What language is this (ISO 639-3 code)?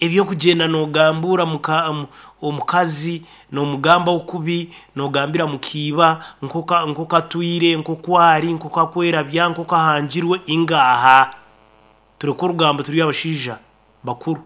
nyn